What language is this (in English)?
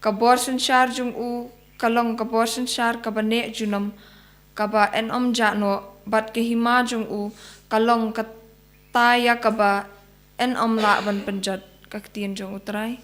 Khasi